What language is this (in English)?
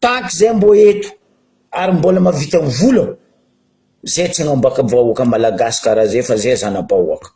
Malagasy